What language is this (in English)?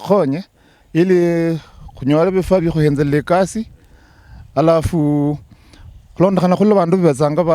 Luyia